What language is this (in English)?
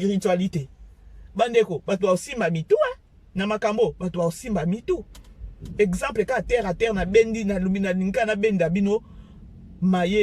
Lingala